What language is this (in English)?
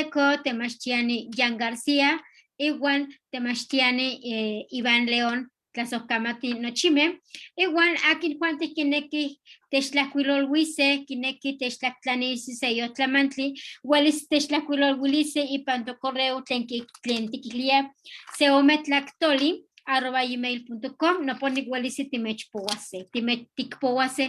Eastern Huasteca Nahuatl